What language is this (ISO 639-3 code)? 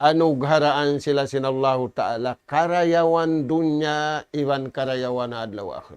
tsg